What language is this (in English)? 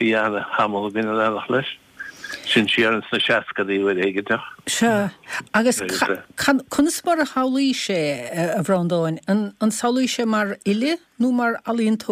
Irish